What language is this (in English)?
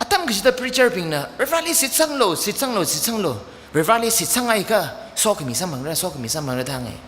Tangkhul Naga (India)